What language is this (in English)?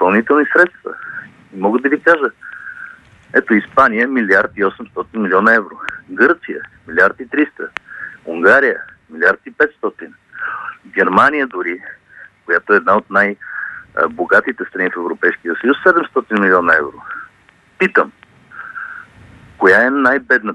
Bulgarian